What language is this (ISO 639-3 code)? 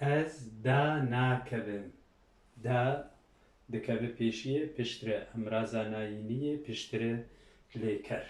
kur